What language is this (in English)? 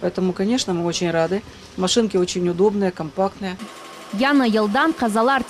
Crimean Tatar